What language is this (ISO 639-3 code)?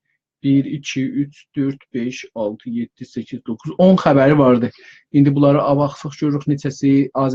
azb